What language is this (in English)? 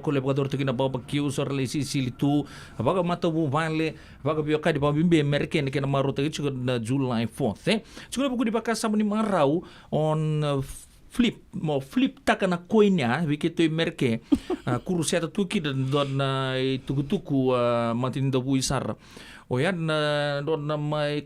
Fijian